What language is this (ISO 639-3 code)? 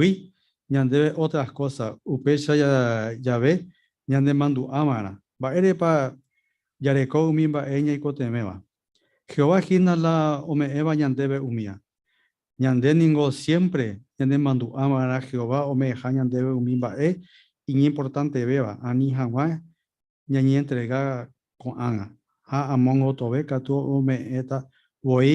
grn